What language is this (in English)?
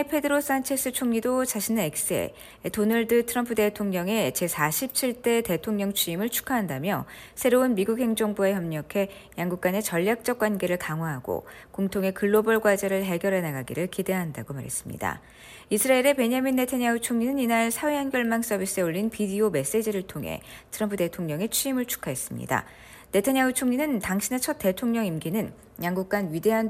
Korean